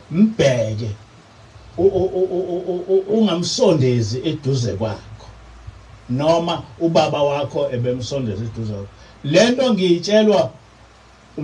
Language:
Zulu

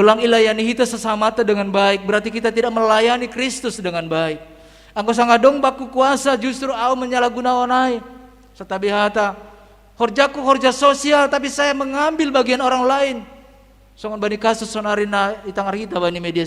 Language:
Batak Simalungun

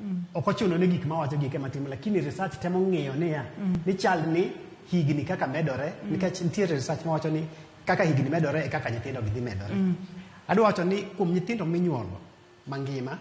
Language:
Luo (Kenya and Tanzania)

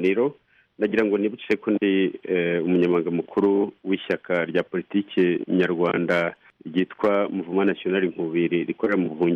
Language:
Kinyarwanda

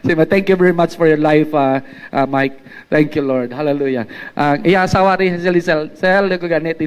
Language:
Hiligaynon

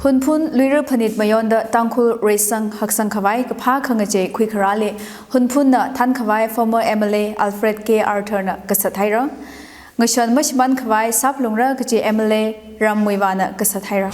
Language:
Tangkhul Naga (India)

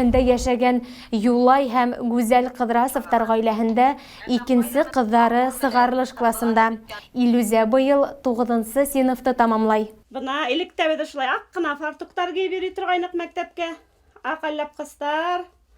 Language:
Bashkir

